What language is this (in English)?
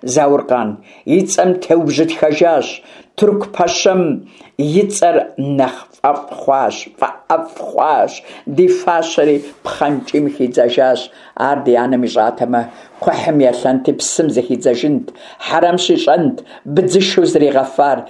Kabardian